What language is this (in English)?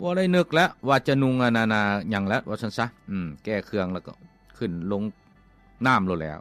Lao